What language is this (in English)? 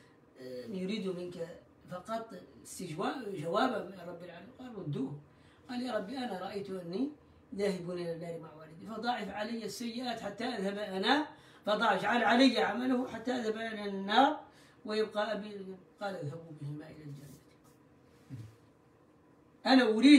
Arabic